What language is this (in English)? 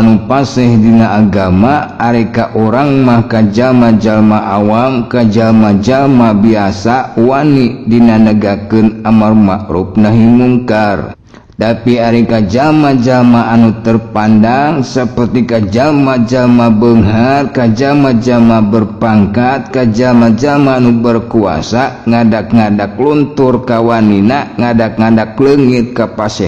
Sundanese